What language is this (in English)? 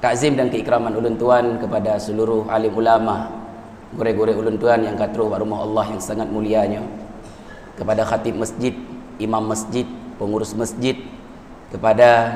Achinese